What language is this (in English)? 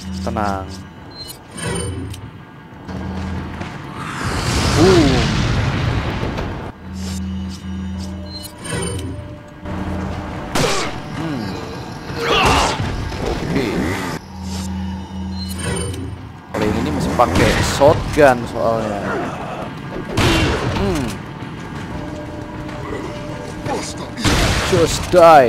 Indonesian